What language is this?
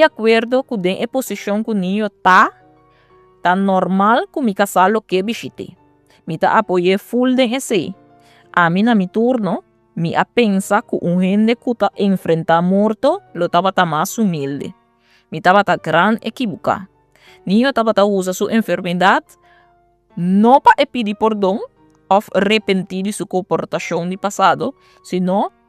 Papiamento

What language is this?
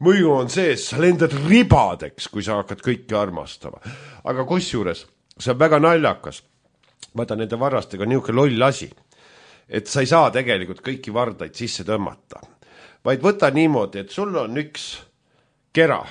Estonian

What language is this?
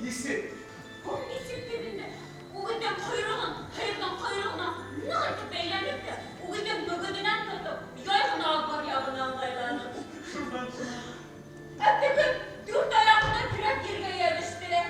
Bashkir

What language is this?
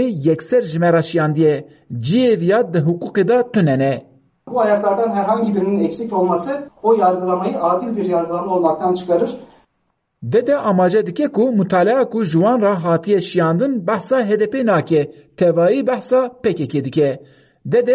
Kurdish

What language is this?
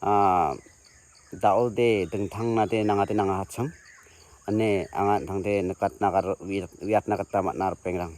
Garo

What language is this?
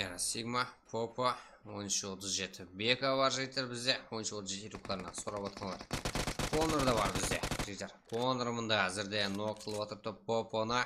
Kara-Kalpak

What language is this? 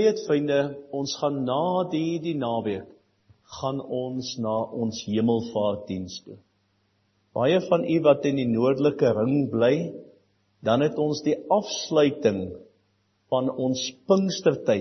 Afrikaans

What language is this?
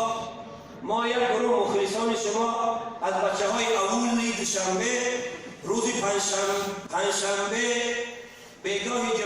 Persian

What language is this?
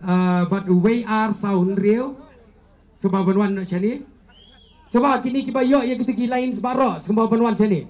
Khasi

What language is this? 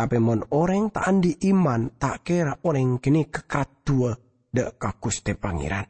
Madurese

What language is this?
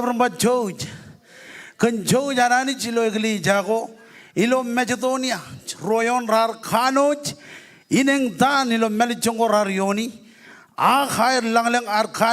Marshallese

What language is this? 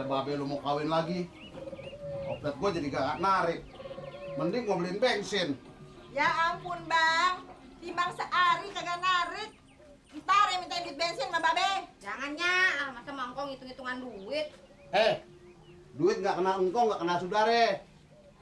Betawi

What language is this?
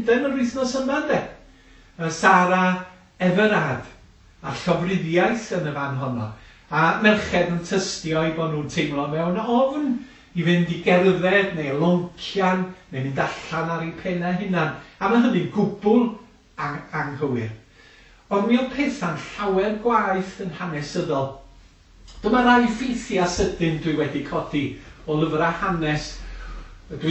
Welsh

